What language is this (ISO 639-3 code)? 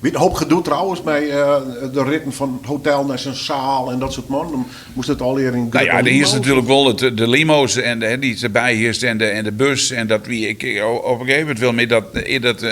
fry